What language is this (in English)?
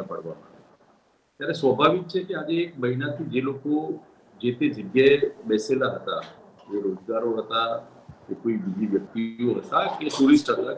Gujarati